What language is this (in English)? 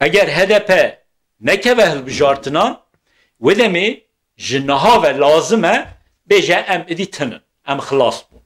Kurdish